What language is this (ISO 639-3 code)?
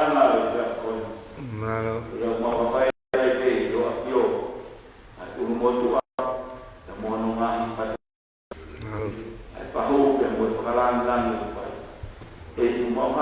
ton